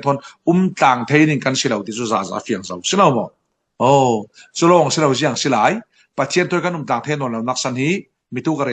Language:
Falam Chin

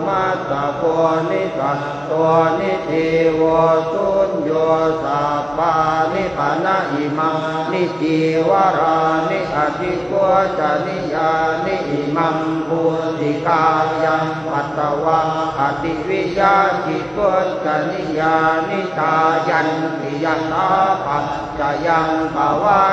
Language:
Pali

